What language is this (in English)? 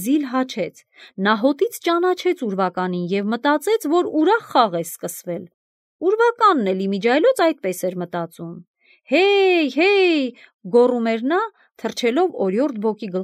Armenian